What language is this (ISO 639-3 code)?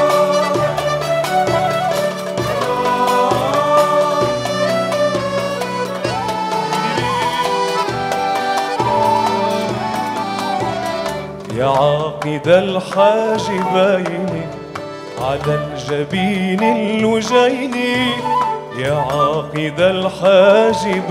ara